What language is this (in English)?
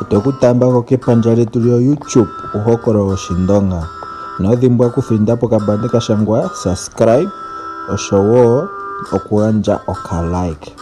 Ndonga